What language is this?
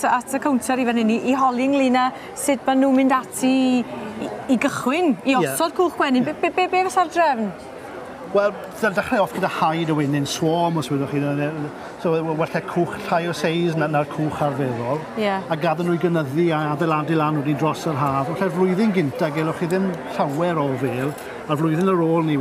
Welsh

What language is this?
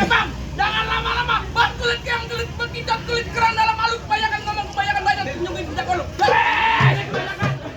Betawi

